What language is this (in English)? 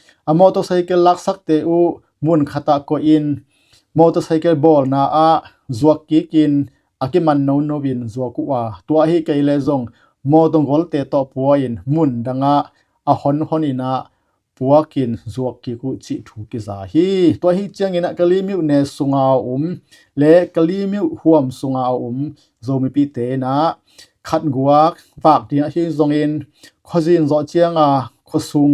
Tedim Chin